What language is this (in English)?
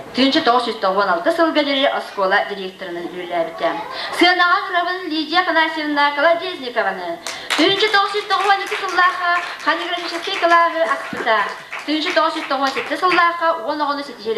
Yakut